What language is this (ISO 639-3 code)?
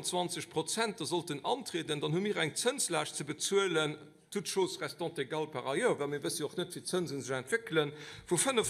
ltz